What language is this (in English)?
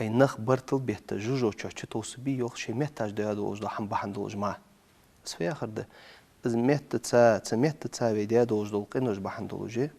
Ingush